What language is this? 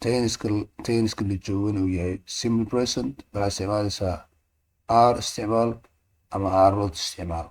Somali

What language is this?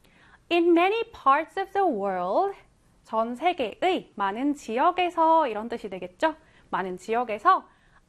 Korean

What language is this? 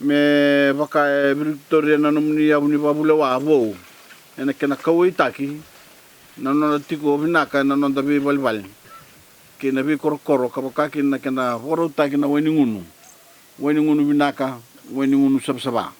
Fijian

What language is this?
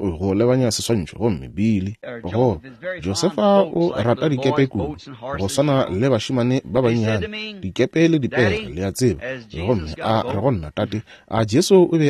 Northern Sotho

